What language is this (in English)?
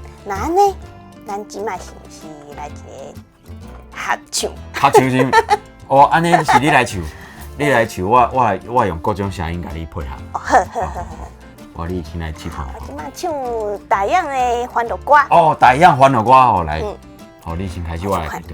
Min Nan Chinese